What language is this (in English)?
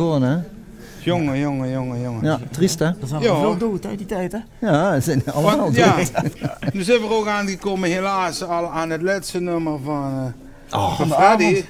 Limburgish